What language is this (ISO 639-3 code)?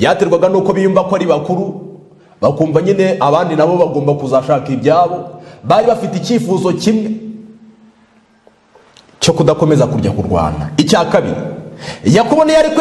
kin